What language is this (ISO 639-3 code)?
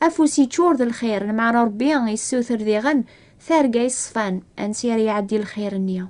kab